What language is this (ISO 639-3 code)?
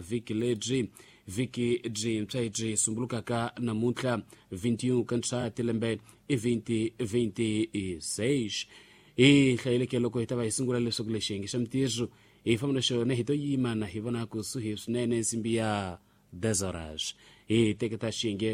tso